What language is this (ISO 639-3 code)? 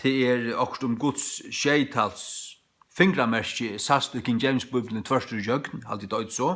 fao